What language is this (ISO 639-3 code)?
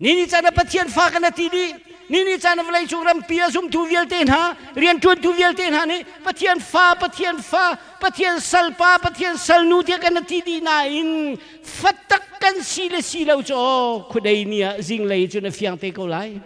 cnh